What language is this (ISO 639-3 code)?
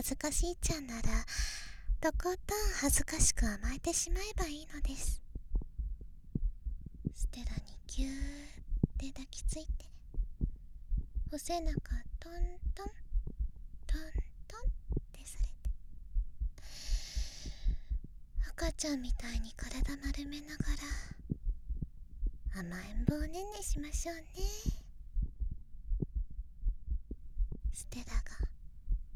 jpn